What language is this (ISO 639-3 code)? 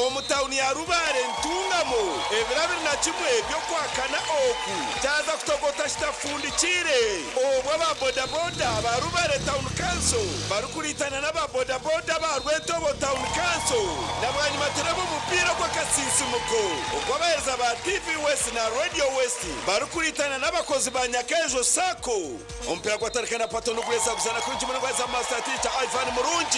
nyn